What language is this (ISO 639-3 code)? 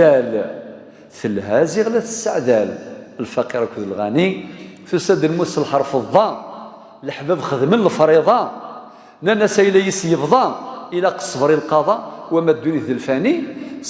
kab